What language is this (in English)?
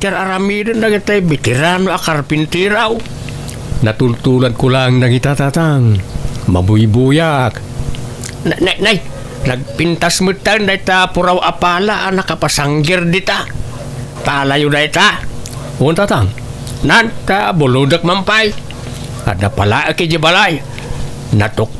Iloko